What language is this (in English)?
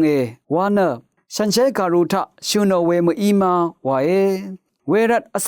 Rawang